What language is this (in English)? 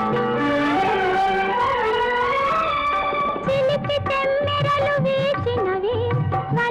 Telugu